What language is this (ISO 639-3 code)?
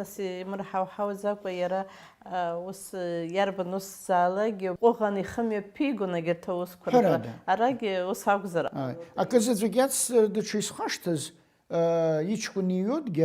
abk